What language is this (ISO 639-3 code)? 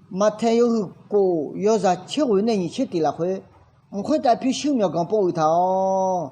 ahk